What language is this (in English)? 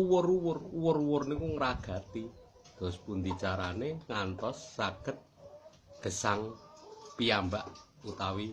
Javanese